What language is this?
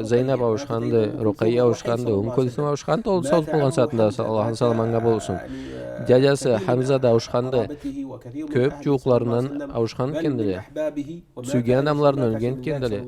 Karachay-Balkar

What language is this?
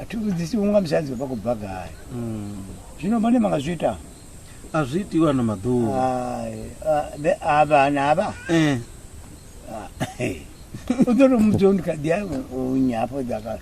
Venda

